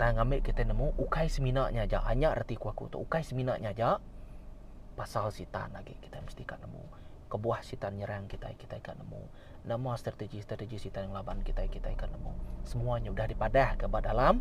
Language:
Iban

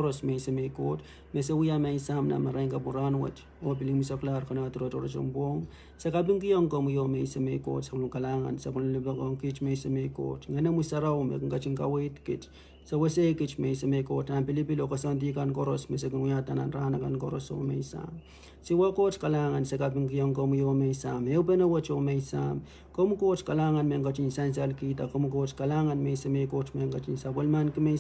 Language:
Pohnpeian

